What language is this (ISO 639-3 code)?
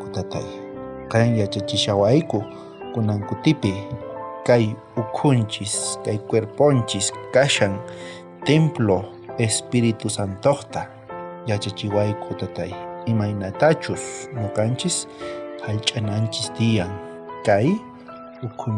quh